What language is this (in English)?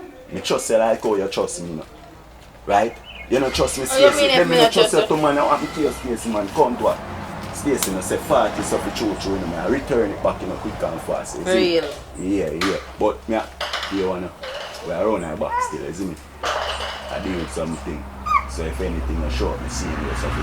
Jamaican Creole English